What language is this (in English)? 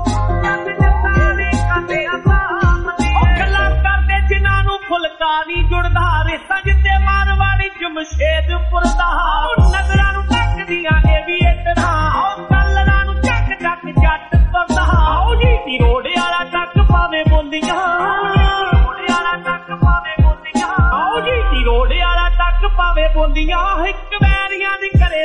Punjabi